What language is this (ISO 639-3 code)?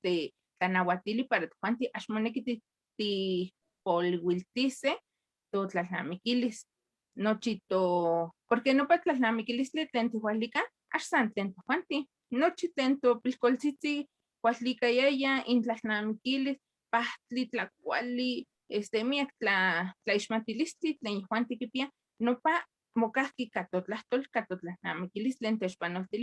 nhe